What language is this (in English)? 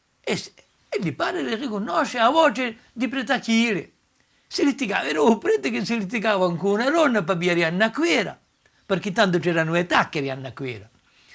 Corsican